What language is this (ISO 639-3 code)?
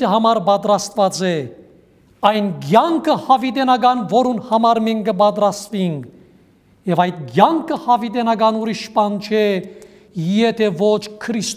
hyw